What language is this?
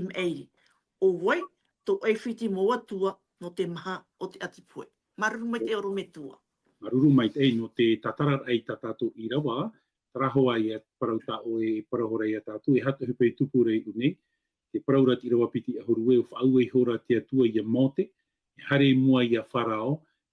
Tahitian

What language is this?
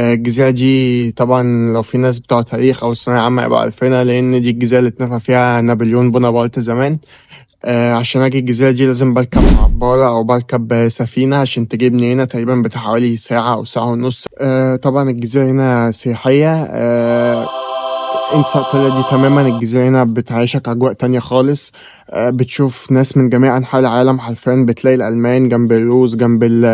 Egyptian Arabic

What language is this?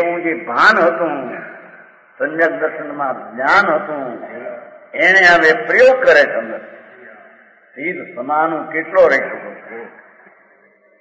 Gujarati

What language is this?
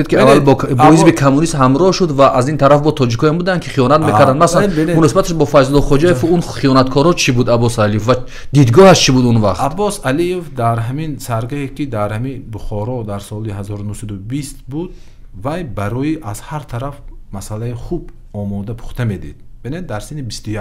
Tajik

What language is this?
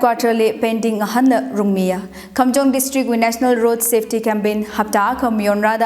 Tangkhul Naga (India)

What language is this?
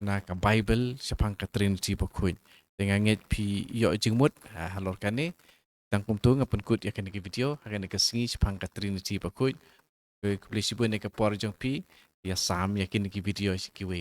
Khasi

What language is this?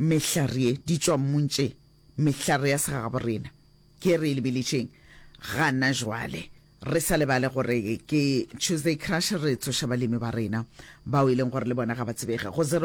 Northern Sotho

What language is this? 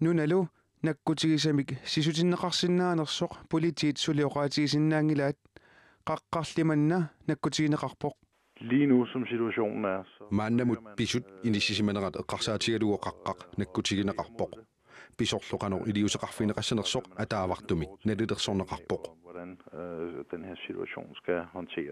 Kalaallisut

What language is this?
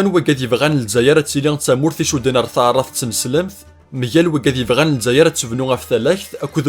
Kabyle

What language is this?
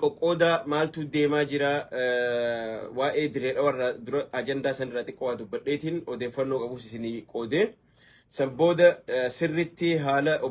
Oromo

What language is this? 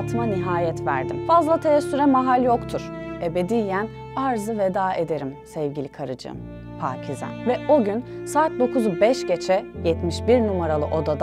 Turkish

